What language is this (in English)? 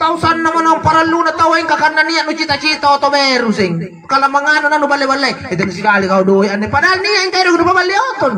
Makasar